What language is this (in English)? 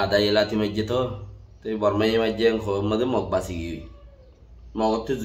Rohingya